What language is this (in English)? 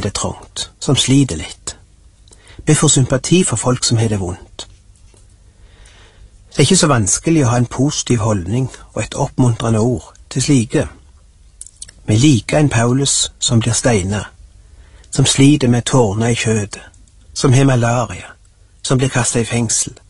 Norwegian